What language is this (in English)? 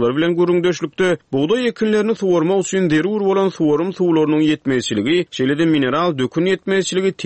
Turkmen